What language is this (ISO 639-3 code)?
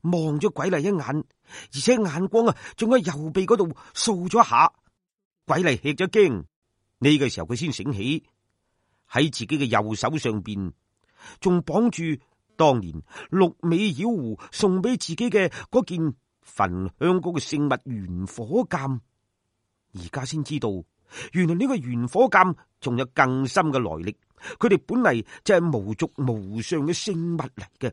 yue